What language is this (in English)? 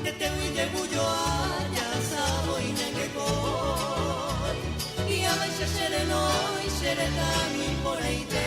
Guarani